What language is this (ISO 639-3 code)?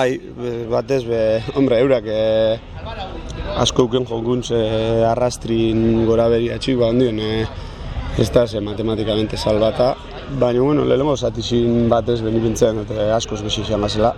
eus